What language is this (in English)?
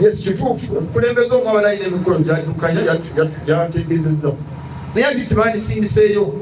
Ganda